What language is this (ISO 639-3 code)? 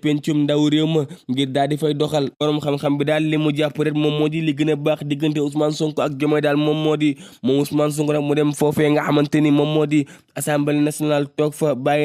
wol